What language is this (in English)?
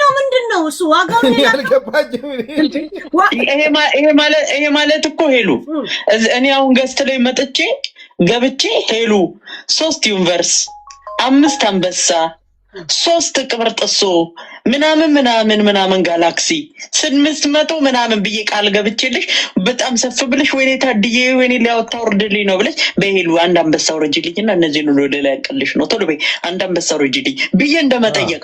Amharic